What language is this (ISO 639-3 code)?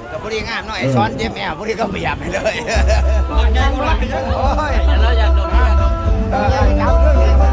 lao